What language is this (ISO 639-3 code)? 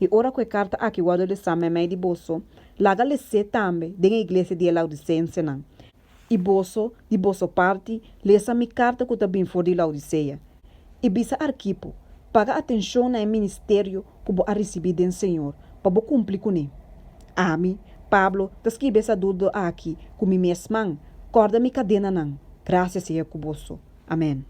pap